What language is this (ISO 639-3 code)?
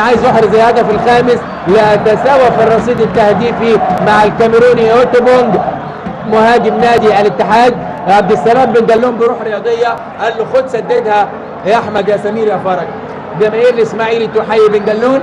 arz